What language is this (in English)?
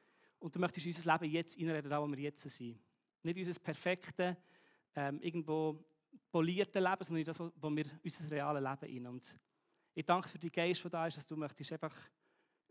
Swiss German